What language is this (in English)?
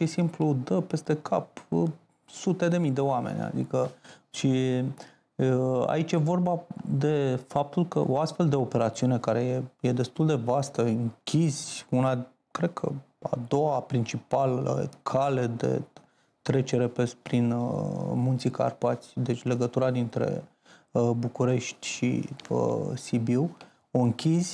Romanian